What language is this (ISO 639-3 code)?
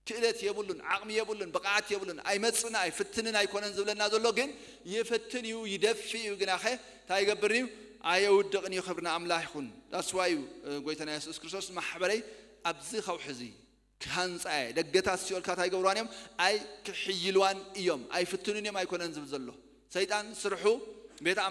tir